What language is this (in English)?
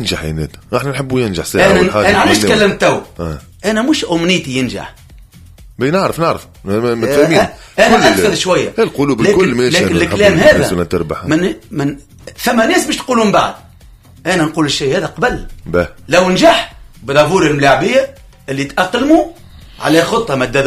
Tunisian Arabic